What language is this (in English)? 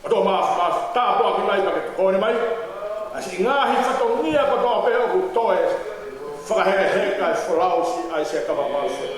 Tongan